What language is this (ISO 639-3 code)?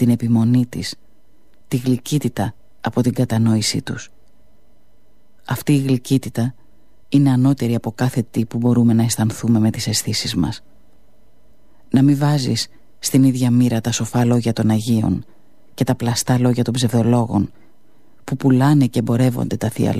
ell